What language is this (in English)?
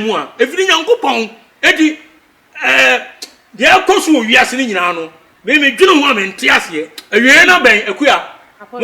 Akan